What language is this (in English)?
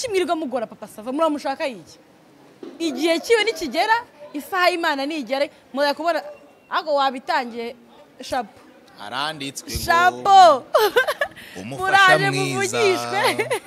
Kinyarwanda